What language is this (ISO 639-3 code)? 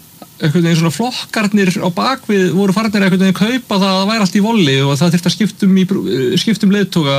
isl